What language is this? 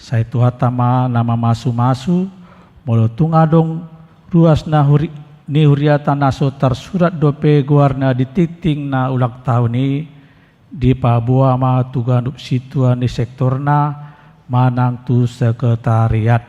Batak Toba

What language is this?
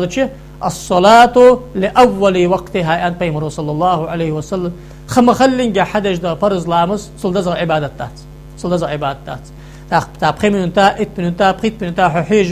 Ingush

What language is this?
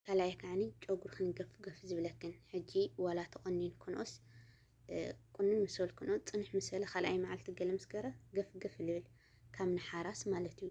Tigrinya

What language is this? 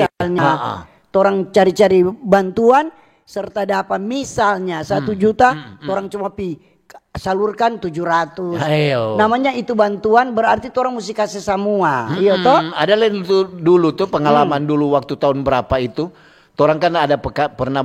Manado Malay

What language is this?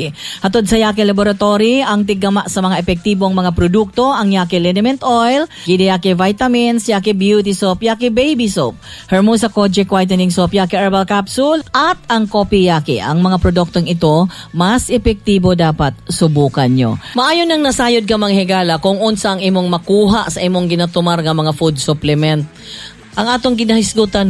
Cebuano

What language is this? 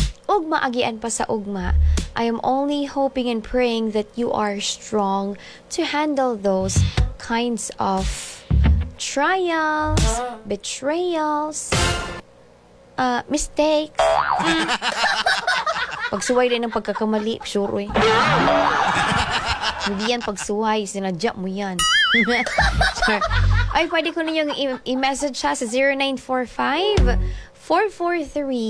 Cebuano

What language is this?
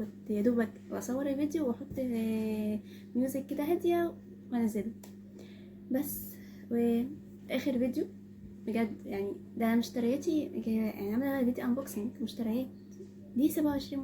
Egyptian Arabic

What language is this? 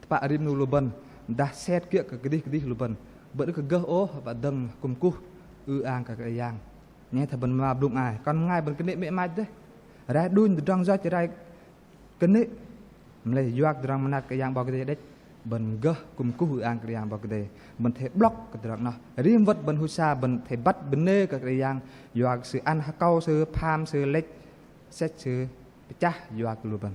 Bahnar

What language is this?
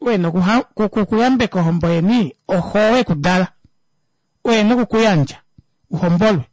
Kuanyama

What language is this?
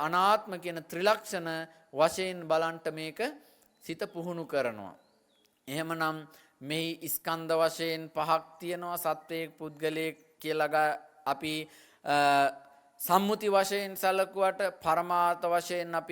Sinhala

